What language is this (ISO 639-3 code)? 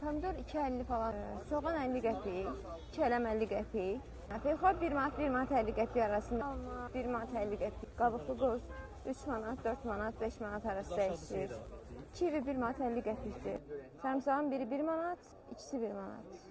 aze